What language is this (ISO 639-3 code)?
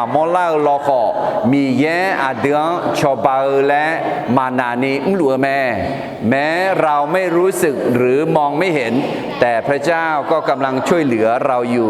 ahk